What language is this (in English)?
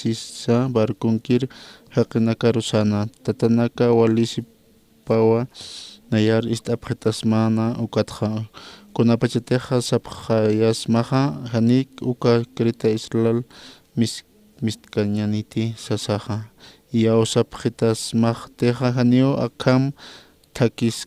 Aymara